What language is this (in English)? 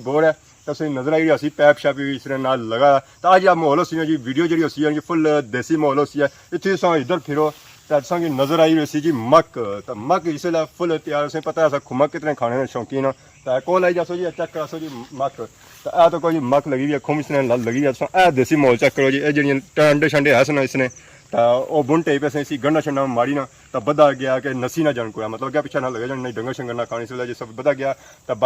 Pahari-Potwari